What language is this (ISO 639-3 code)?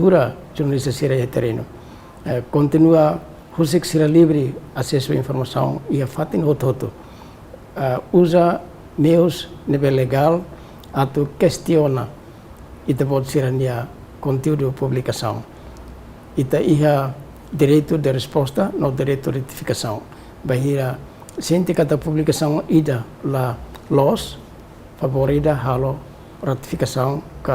tet